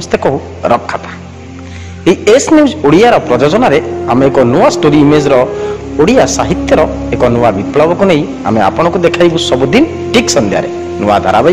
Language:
Odia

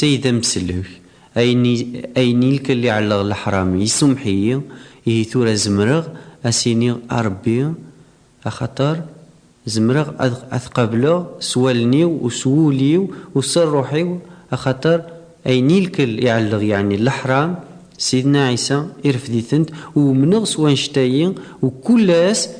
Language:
Kabyle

